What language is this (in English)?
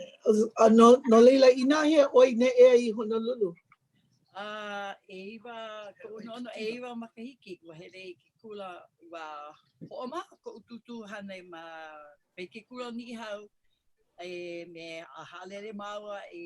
Hawaiian